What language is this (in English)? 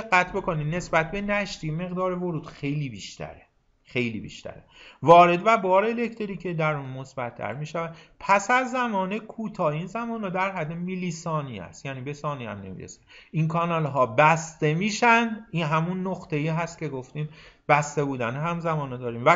Persian